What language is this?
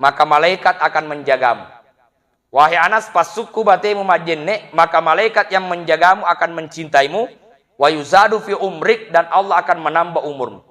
Buginese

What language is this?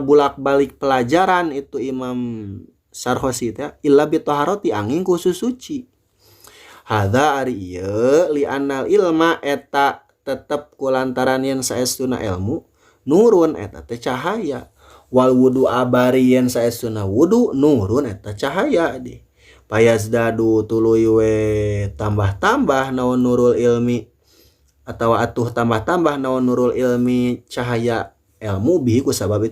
Sundanese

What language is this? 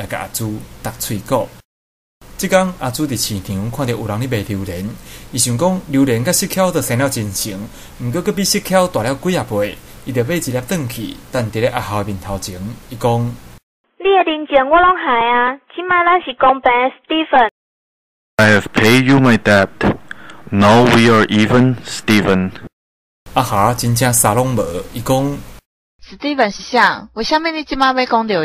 Min Nan Chinese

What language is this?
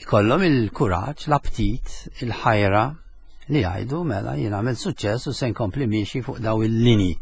Maltese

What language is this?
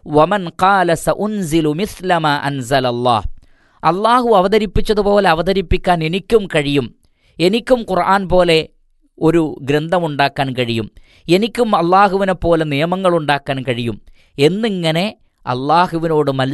Malayalam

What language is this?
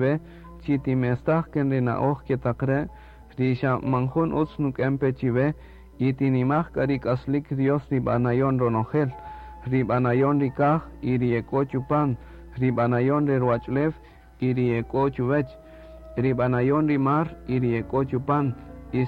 Kaqchikel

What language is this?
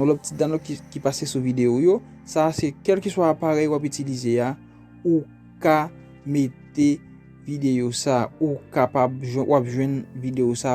Haitian Creole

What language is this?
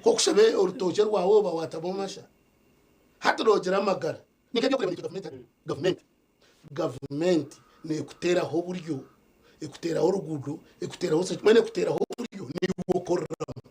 Nyankole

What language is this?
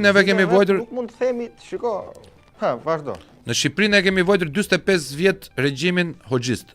Albanian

